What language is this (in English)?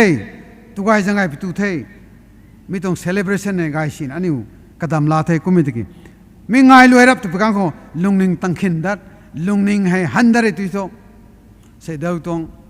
Rongmei Naga